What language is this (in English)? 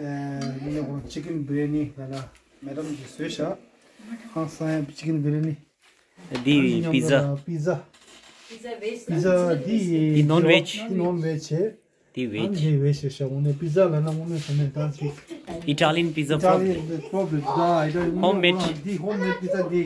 Tibetan